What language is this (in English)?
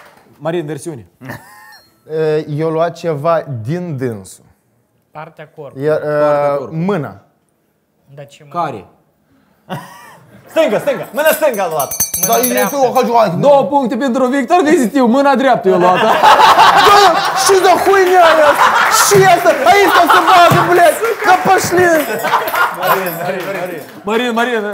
Romanian